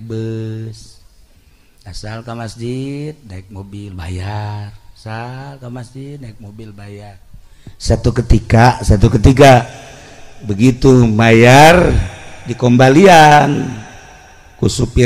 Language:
Sundanese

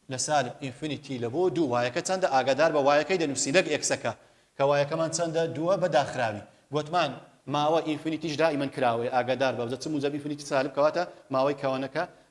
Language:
Central Kurdish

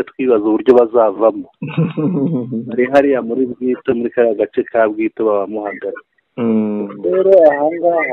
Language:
Kinyarwanda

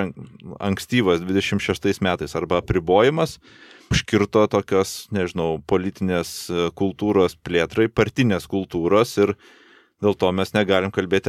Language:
Lithuanian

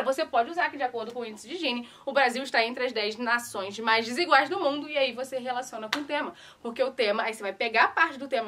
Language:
Portuguese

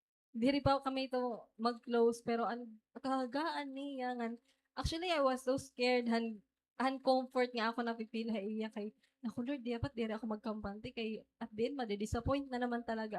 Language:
Waray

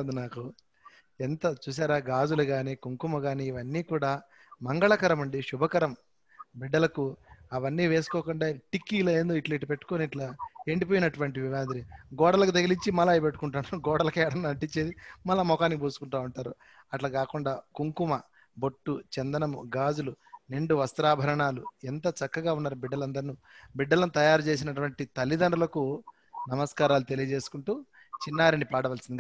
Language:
Telugu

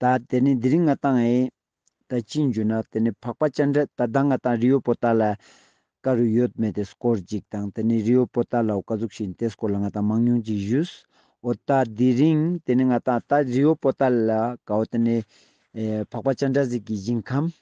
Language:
Ladakhi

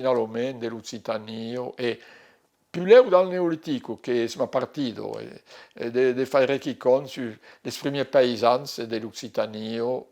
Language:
Occitan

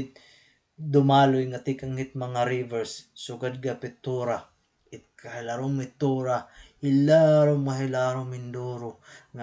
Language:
Waray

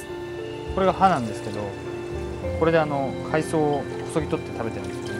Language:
Japanese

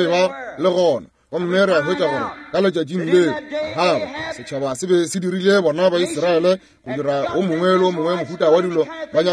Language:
Northern Sotho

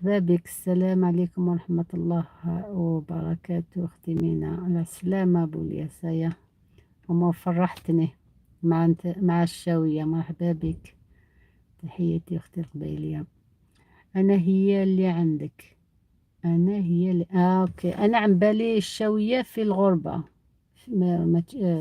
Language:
Algerian Arabic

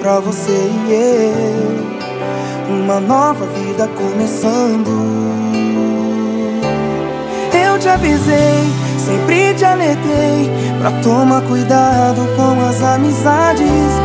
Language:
Portuguese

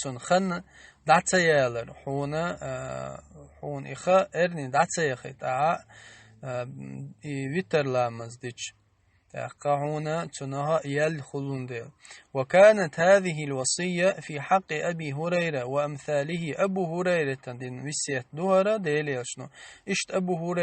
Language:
Chechen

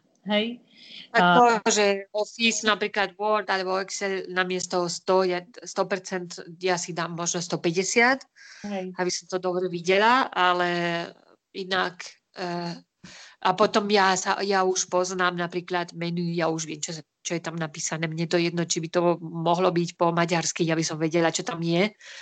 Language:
Slovak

